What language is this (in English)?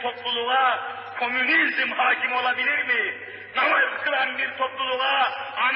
Turkish